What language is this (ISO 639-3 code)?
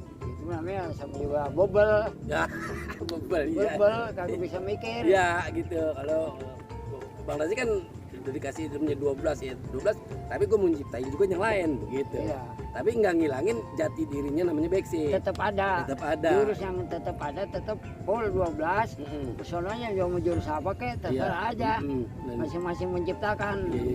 bew